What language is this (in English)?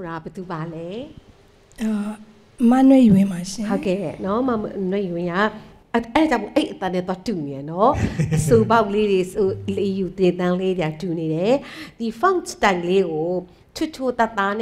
Burmese